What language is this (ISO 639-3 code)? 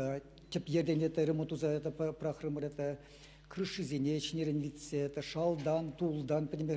chv